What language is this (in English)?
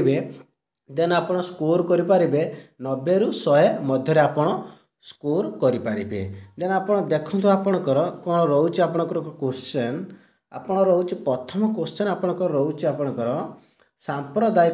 Odia